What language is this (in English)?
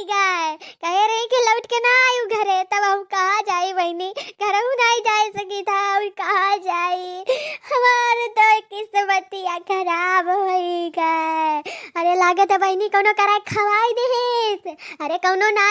Awadhi